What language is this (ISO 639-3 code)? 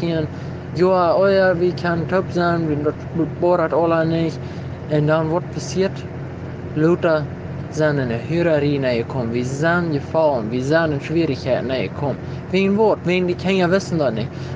pdt